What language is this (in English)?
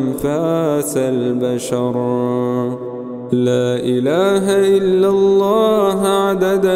Arabic